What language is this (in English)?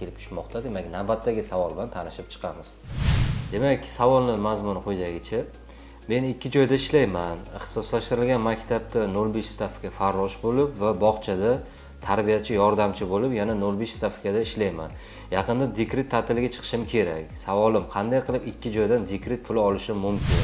Uzbek